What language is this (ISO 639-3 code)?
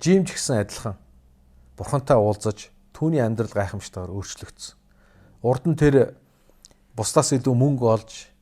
mon